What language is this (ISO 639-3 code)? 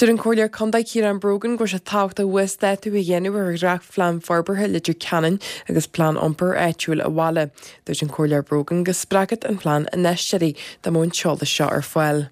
gle